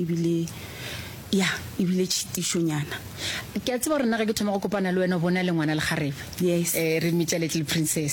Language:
Northern Sotho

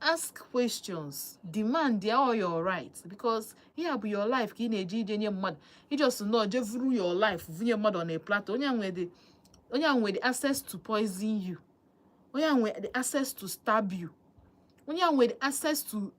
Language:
Igbo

